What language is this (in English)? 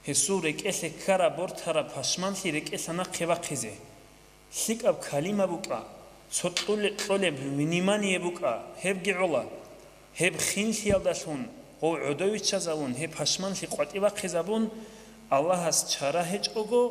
Avaric